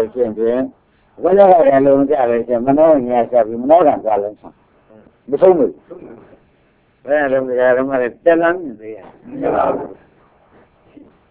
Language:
Burmese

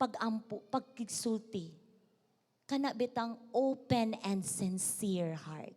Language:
Cebuano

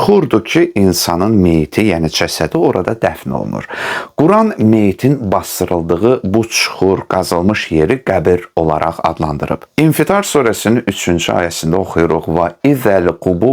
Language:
Azerbaijani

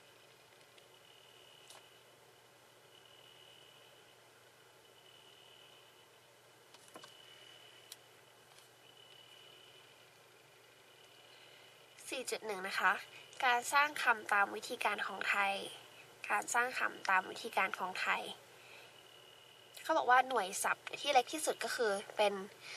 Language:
Thai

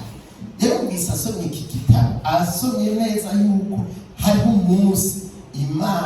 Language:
Rundi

